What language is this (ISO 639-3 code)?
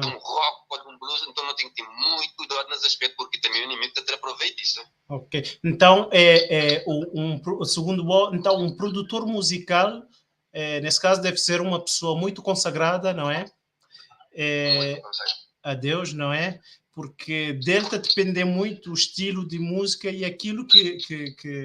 kea